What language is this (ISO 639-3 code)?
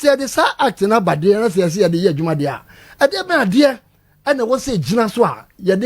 aka